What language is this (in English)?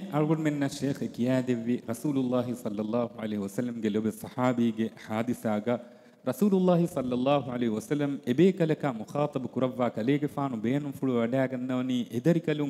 Divehi